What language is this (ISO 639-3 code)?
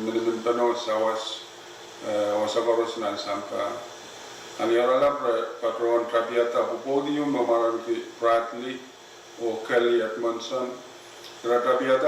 pon